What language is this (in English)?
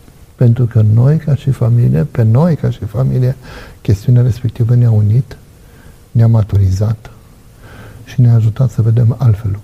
Romanian